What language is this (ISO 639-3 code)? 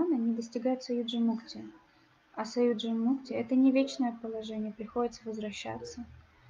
rus